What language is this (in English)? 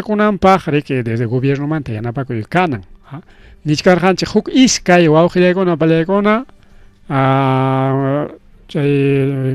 Ayacucho Quechua